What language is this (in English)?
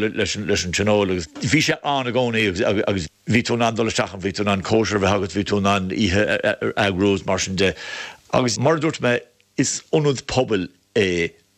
Irish